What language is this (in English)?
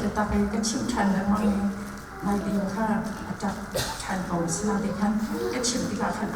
Hakha Chin